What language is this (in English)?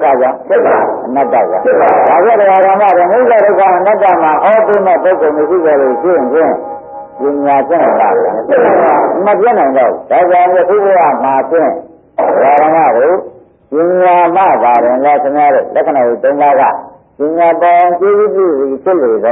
Burmese